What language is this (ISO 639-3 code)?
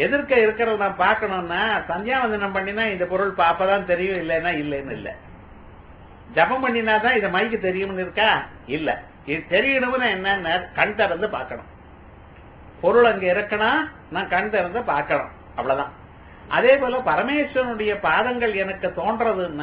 tam